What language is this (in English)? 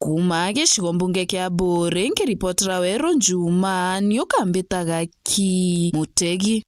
Meru